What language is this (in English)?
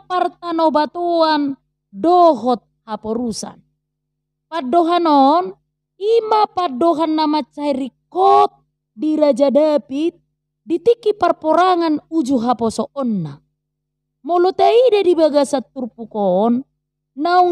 Batak Toba